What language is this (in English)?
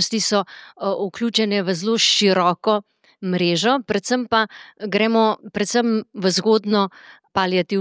Slovenian